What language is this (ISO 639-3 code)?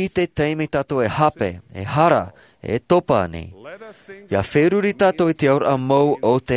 tah